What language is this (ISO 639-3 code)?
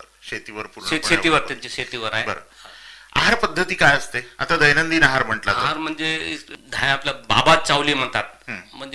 mar